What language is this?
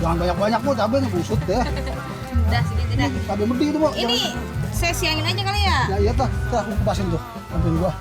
Betawi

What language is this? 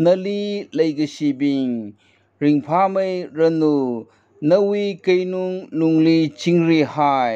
Tangkhul Naga (India)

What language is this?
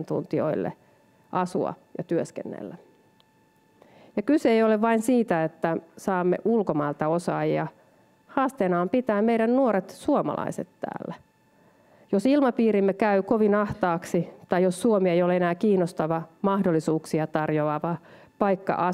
Finnish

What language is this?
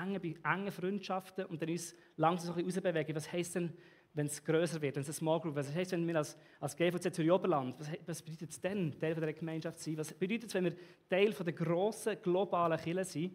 Swiss German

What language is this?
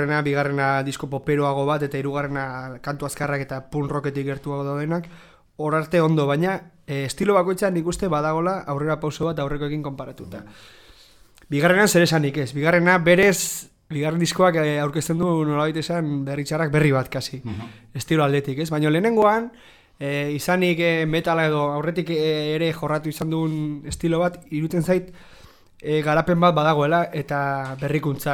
Basque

